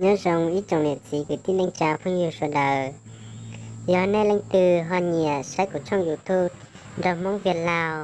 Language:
Hmong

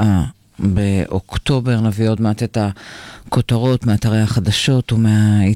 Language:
Hebrew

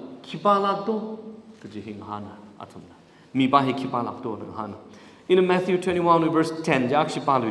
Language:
Tangkhul Naga (India)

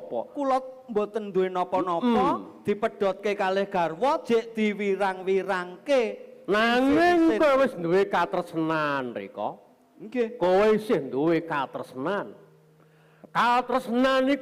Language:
Javanese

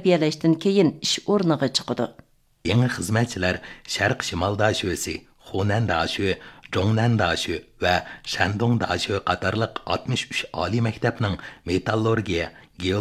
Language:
Uyghur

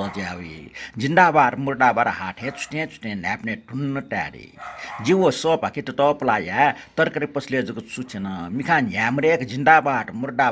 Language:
Newari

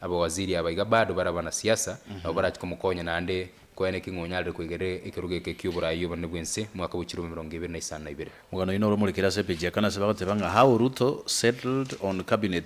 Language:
Gusii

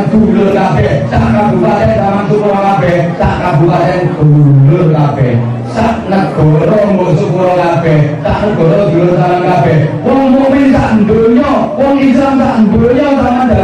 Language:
Javanese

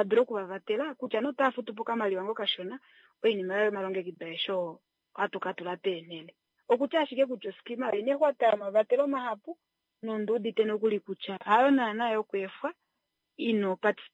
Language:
Kuanyama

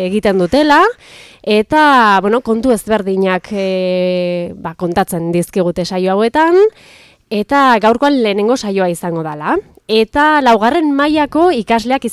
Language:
Basque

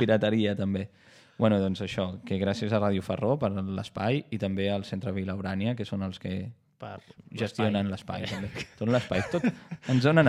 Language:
Catalan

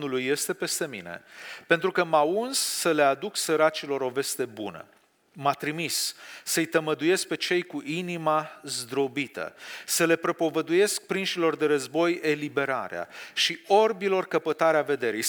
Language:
Romanian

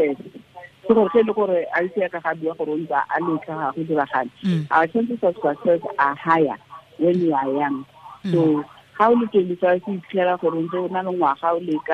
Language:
Tswana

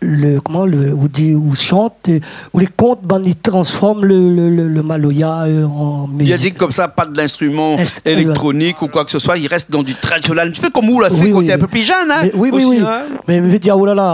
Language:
Réunion Creole French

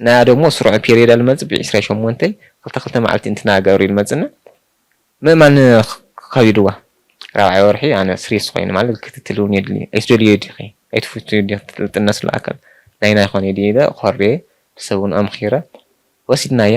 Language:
Tigrinya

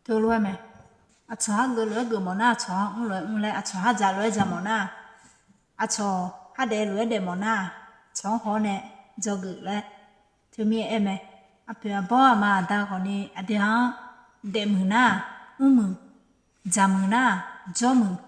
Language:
Akha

